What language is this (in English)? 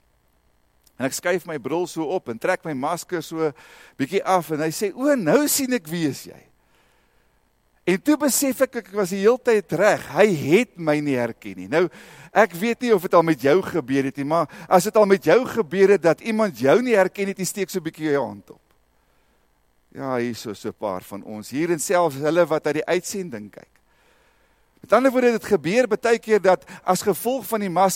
Afrikaans